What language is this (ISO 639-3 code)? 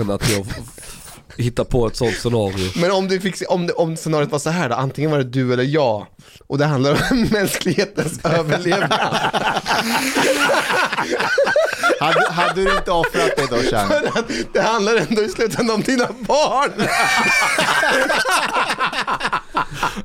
swe